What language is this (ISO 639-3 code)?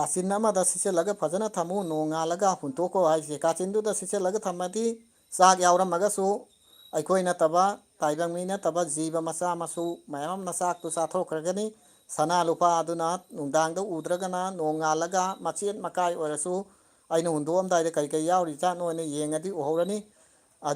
mni